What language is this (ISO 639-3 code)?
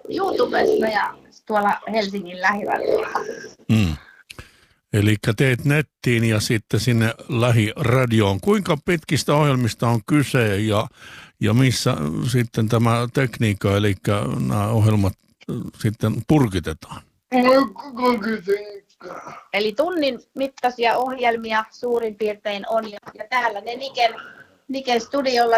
fin